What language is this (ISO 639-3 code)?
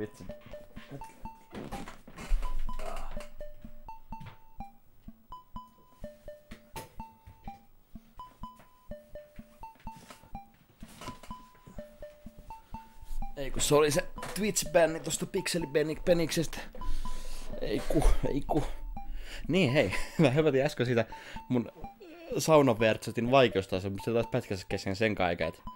fin